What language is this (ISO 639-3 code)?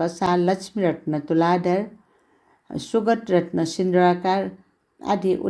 new